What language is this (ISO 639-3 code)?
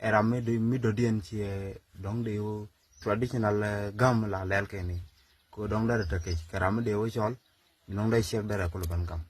nus